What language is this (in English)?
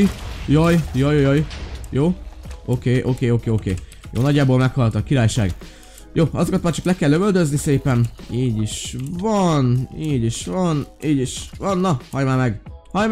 Hungarian